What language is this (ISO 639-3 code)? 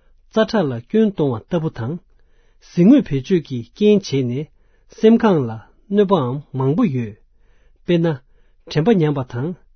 bod